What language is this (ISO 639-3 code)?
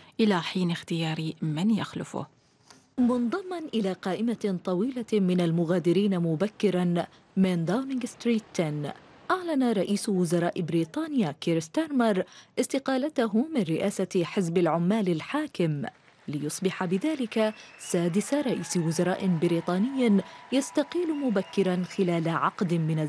ara